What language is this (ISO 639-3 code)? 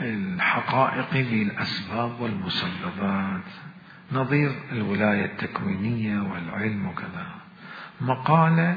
acm